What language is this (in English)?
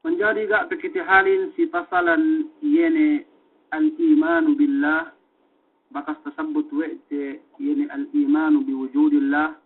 Yakan